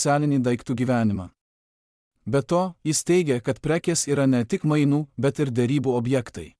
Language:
Lithuanian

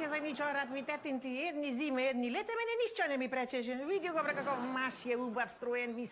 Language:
Macedonian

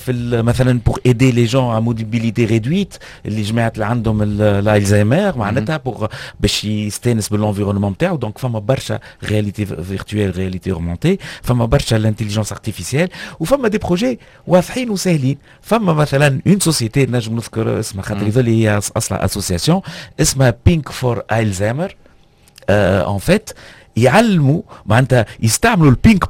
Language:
Tunisian Arabic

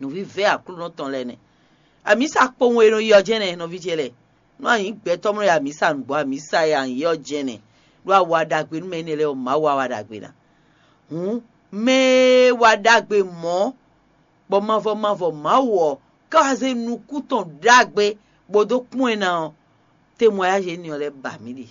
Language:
Fon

